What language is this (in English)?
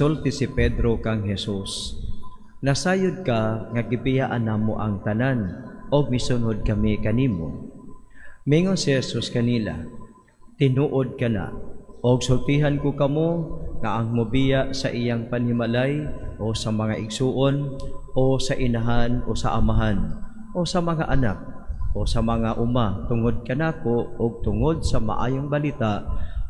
Cebuano